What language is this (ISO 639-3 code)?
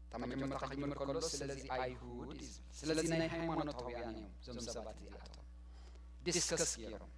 tir